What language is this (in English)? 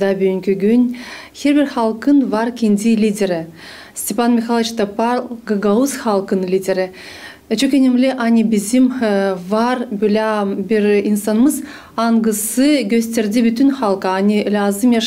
Gagauz